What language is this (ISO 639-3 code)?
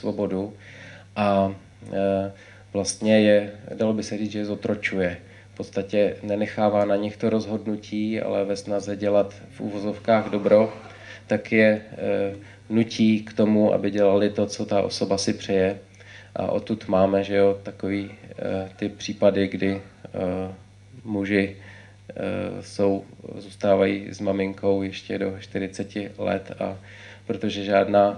ces